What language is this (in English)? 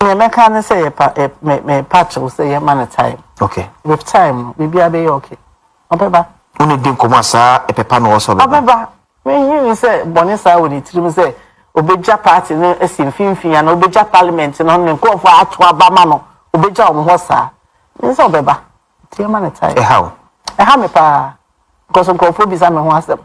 Akan